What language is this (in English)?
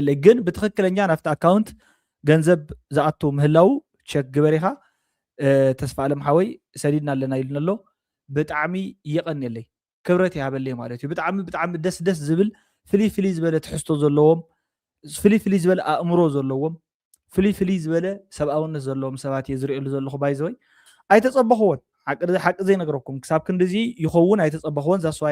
Tigrinya